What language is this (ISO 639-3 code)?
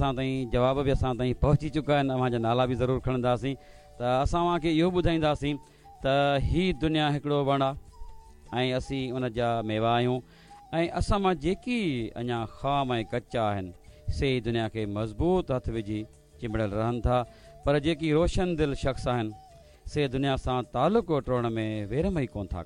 snd